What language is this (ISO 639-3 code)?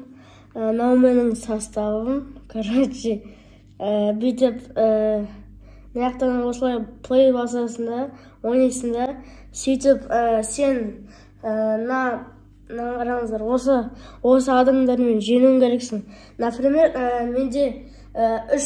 kaz